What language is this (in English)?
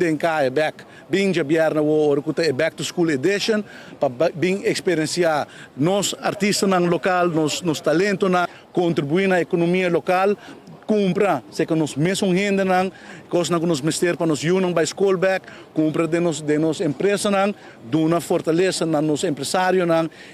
Papiamento